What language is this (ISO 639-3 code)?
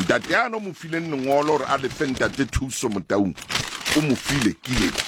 tsn